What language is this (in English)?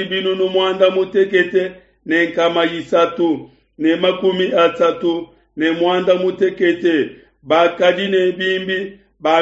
Luba-Lulua